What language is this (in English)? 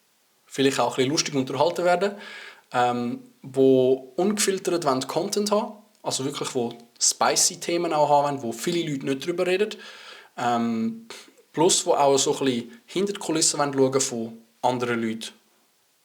Swiss German